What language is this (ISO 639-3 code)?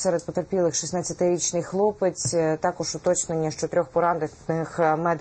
ukr